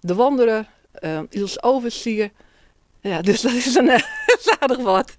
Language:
Western Frisian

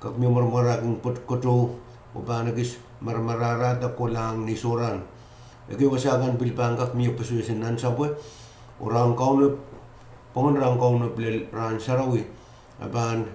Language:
Pohnpeian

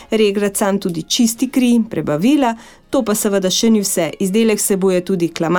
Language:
Slovenian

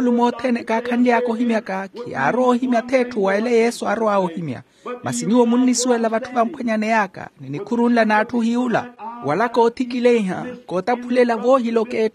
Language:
Makhuwa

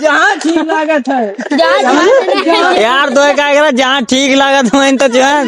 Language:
Awadhi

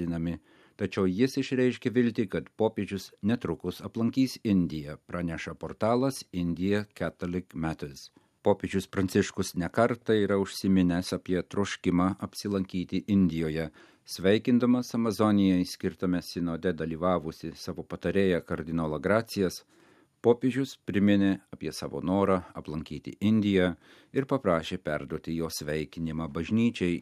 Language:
Lithuanian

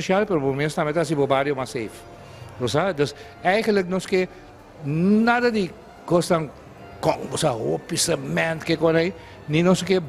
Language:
Papiamento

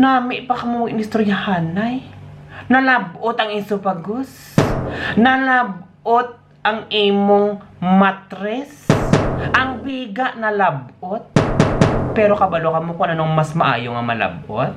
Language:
Hiligaynon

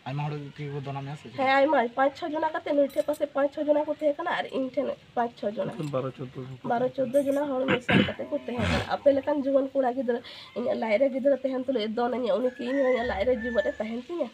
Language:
Santali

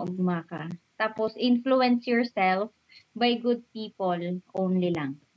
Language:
Bikol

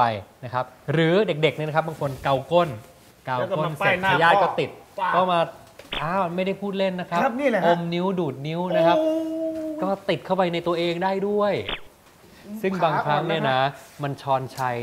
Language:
Thai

